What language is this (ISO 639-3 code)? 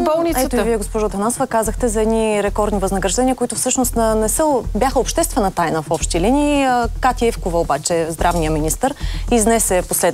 bul